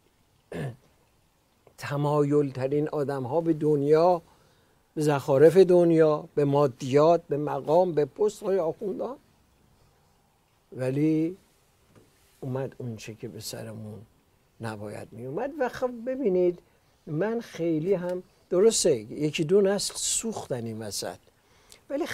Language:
Persian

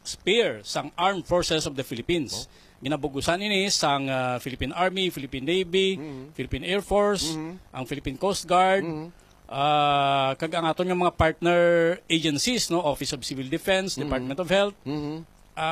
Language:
Hiligaynon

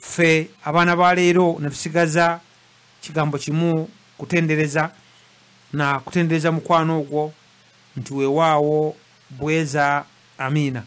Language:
Ganda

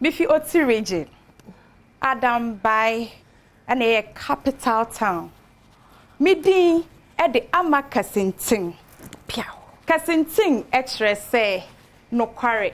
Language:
Akan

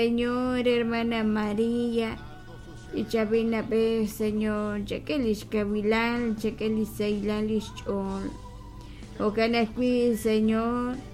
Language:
Kekchí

